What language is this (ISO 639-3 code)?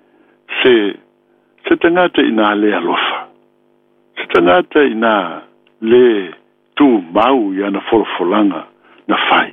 smo